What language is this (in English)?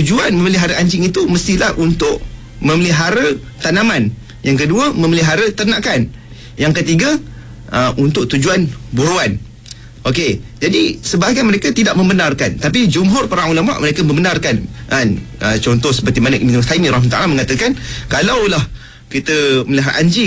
Malay